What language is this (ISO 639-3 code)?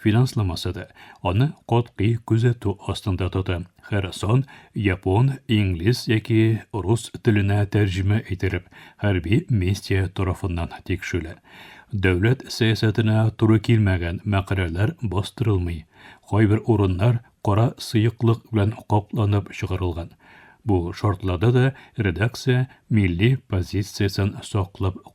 tat